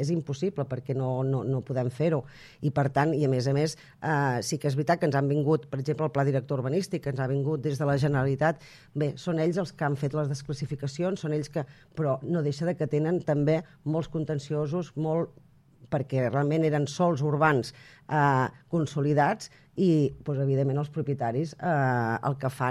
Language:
Catalan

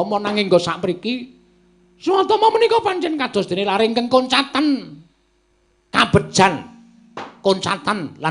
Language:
Javanese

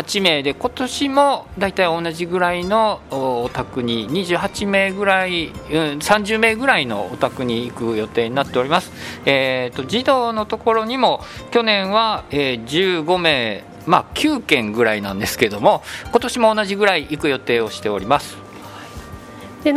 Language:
Japanese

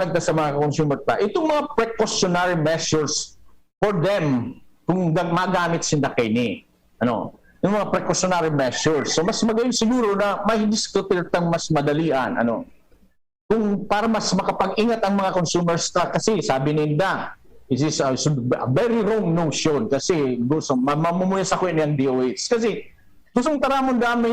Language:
Bikol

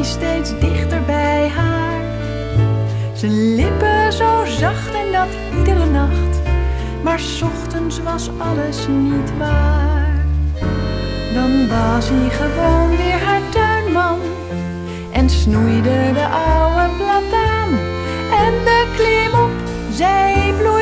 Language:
Dutch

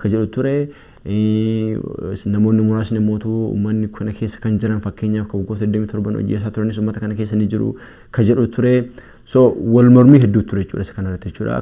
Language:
Oromo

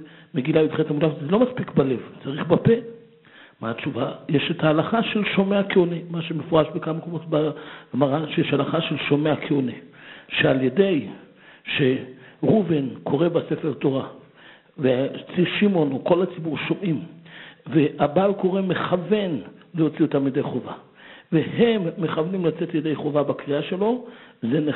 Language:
Hebrew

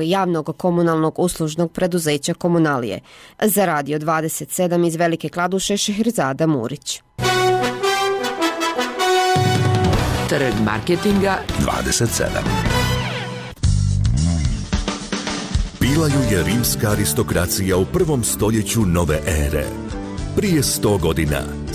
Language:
Bosnian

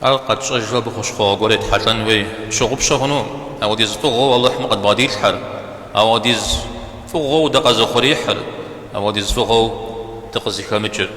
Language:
Kabardian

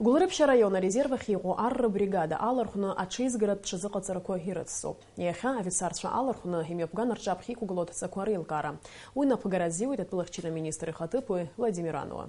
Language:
Abkhazian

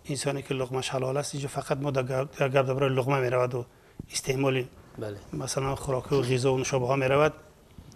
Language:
Persian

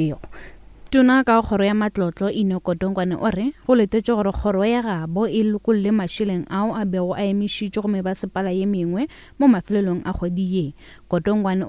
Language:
Northern Sotho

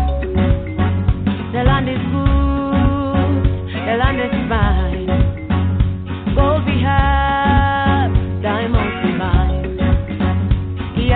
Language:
Kinyarwanda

